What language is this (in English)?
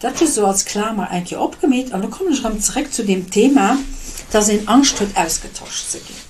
Luxembourgish